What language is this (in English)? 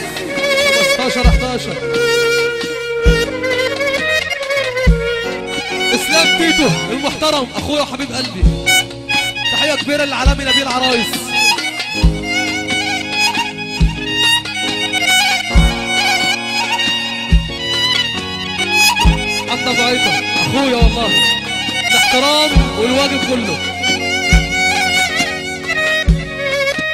Egyptian Arabic